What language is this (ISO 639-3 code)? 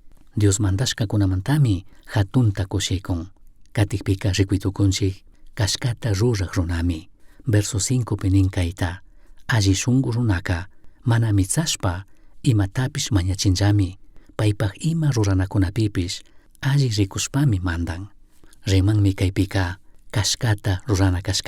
qug